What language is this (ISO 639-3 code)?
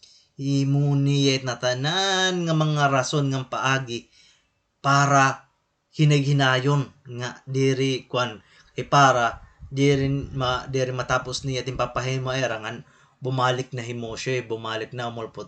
war